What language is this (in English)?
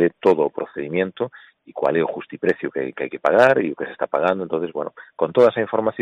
Galician